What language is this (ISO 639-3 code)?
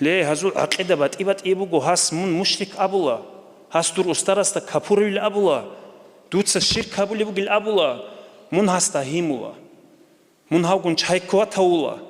ava